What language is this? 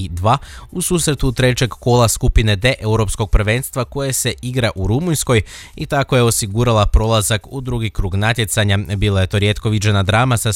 Croatian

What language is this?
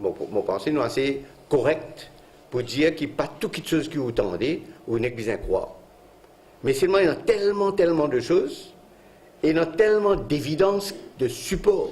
Morisyen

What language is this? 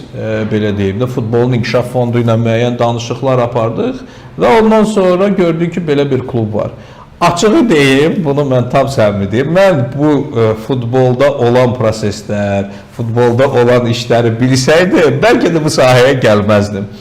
Azerbaijani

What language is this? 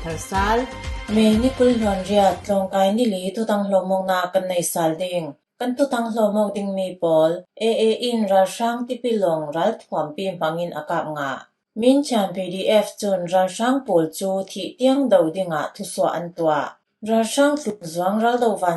Falam Chin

